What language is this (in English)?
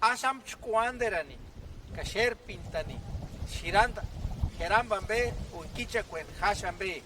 Purepecha